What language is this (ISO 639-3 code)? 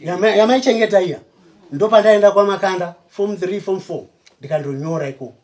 sna